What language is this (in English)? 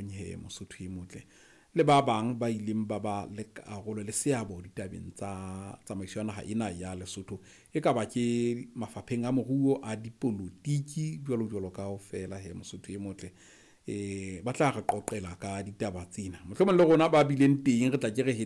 Southern Sotho